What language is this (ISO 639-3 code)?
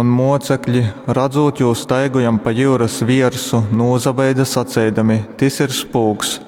ltg